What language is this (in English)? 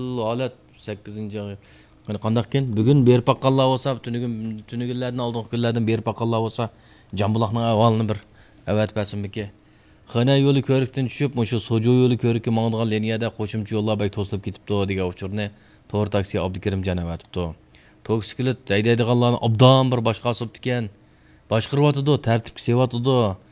Uyghur